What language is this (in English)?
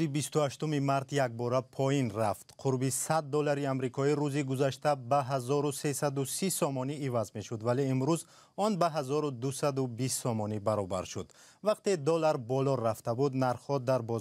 Tajik